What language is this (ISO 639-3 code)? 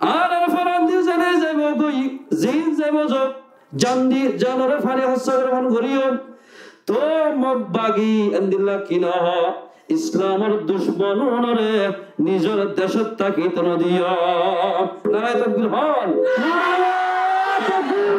rhg